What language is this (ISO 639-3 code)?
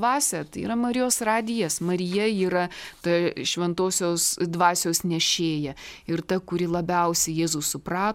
lit